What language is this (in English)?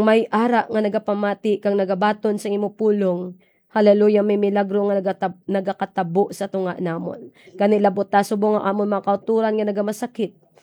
Hiligaynon